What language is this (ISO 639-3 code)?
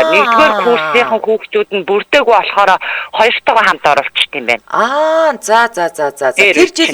mon